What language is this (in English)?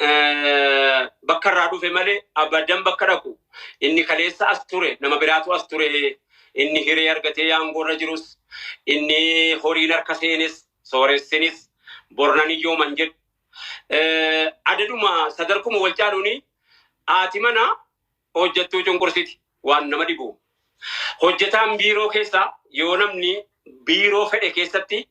Oromo